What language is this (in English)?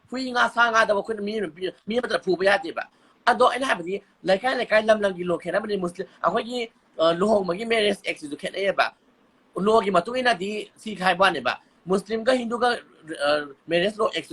Manipuri